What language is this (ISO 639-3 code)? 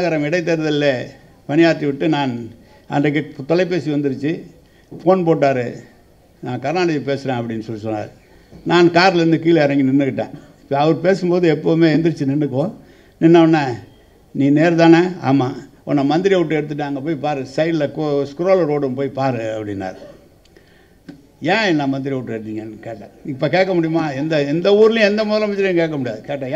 tam